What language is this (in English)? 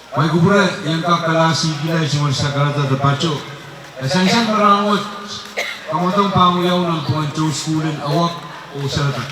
Pohnpeian